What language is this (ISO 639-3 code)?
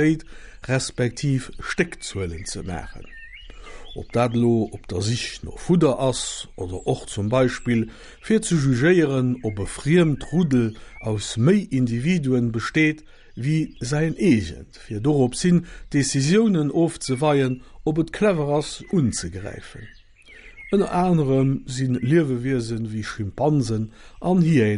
ltz